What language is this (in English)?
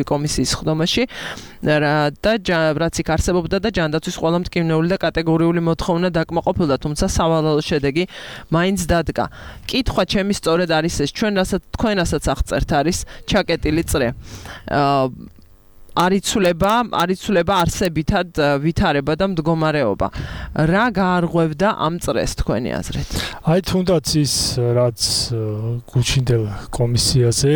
Georgian